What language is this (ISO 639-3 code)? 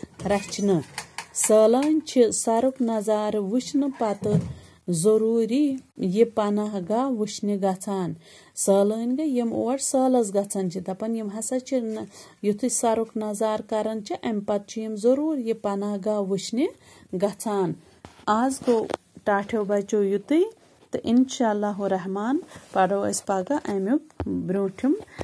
kas